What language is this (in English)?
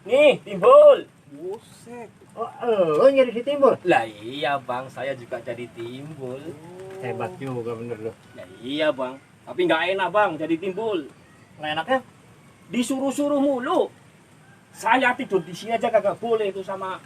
Betawi